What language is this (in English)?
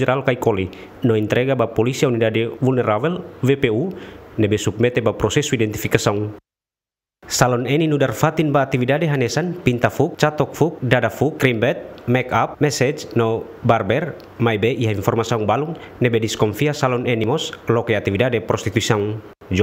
Tetum